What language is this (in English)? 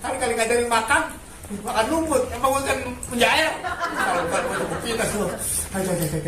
Betawi